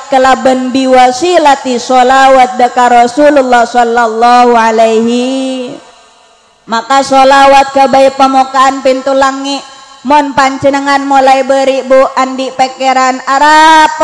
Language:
Madurese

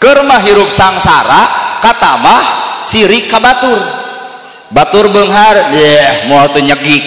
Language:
Sundanese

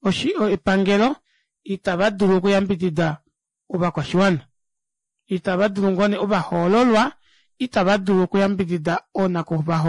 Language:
Kuanyama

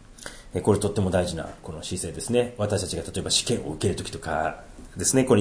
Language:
Japanese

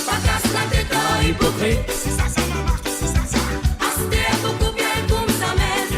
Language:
Morisyen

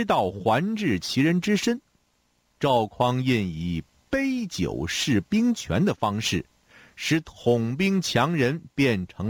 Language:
Chinese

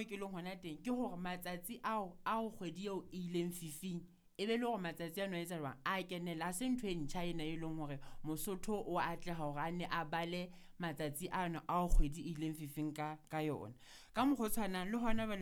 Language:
Southern Sotho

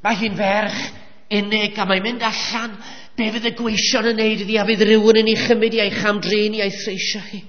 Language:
Welsh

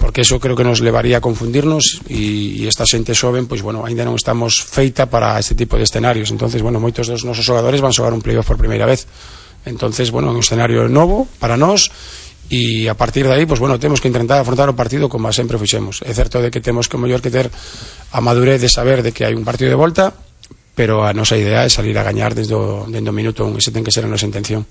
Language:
Galician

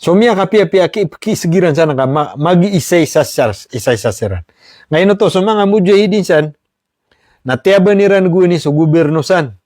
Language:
Maranao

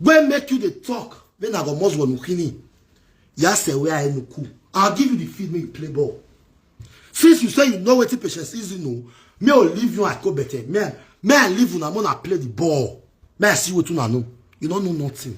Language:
Nigerian Pidgin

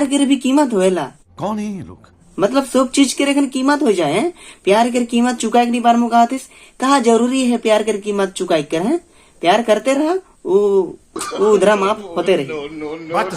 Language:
Sadri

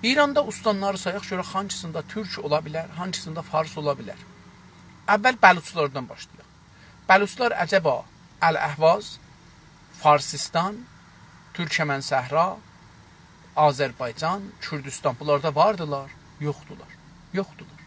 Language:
South Azerbaijani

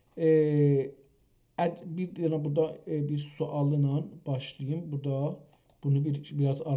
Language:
South Azerbaijani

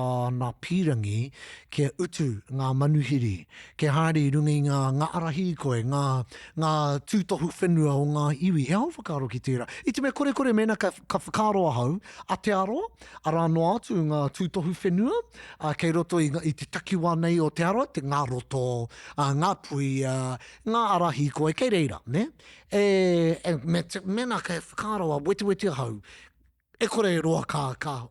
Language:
Māori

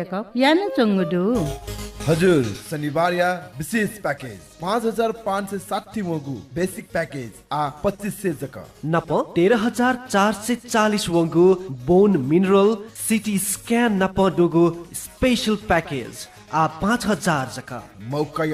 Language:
Newari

